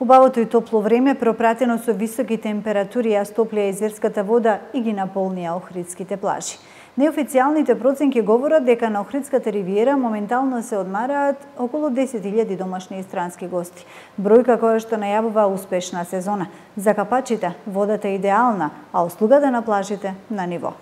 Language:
Macedonian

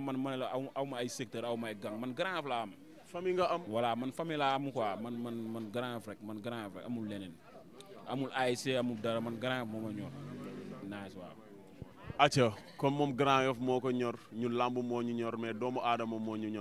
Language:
Wolof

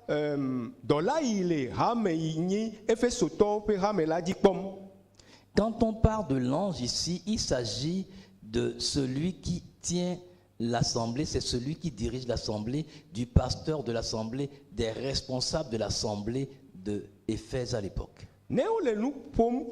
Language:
Ewe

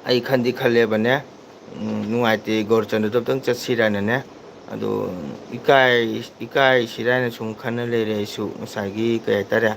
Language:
Manipuri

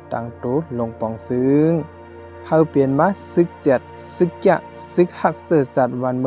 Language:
Shan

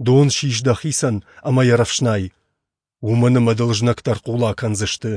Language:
Ossetic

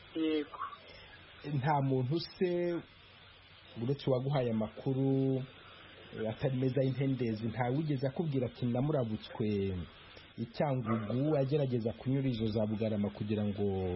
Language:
Kinyarwanda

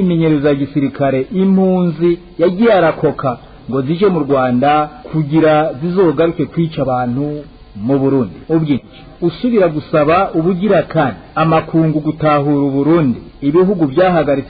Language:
Rundi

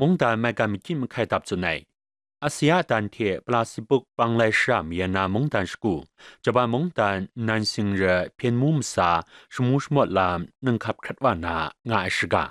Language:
Kachin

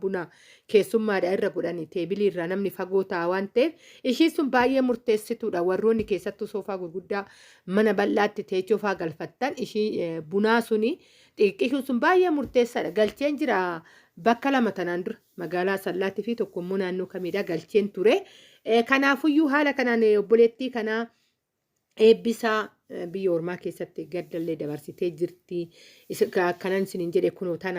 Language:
Oromo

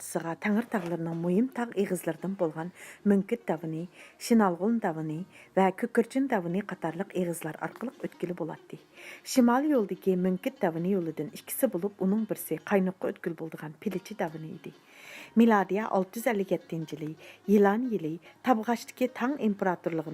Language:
Uyghur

